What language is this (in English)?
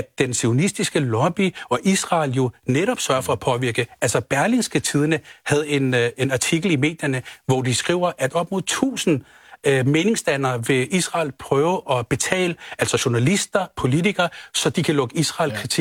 Danish